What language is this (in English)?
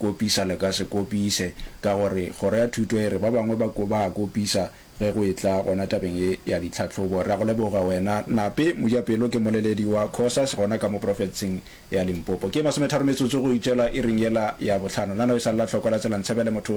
Northern Sotho